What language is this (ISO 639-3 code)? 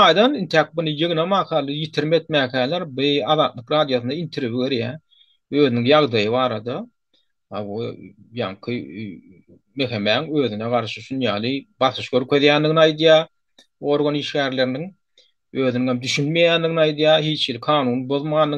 tuk